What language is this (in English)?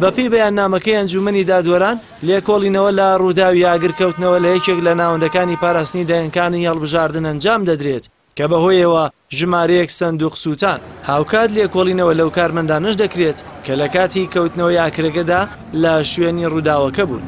Central Kurdish